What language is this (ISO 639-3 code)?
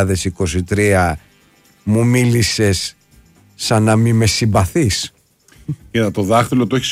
ell